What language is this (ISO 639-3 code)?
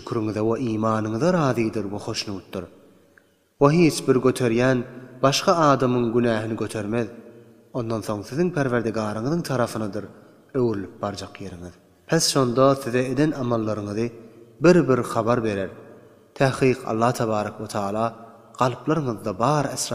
tuk